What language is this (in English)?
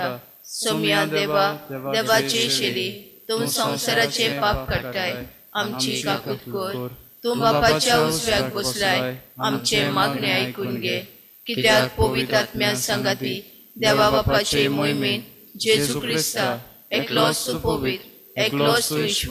Konkani